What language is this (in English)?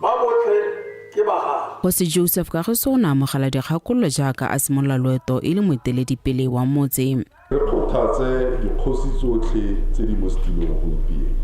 Tswana